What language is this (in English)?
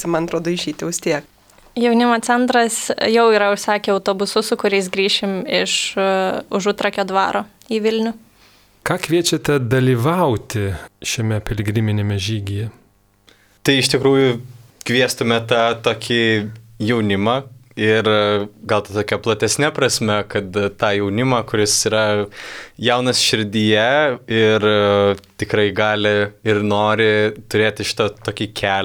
Lithuanian